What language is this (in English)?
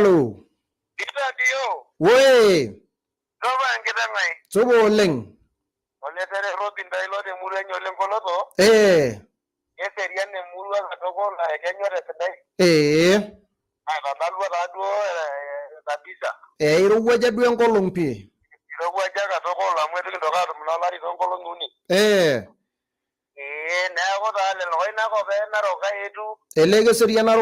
Masai